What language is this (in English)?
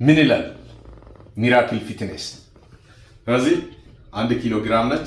Amharic